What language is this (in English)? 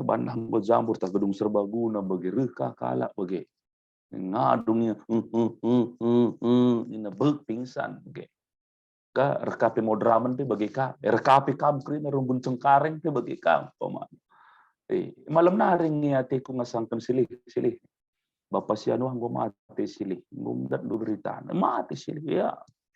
Batak Karo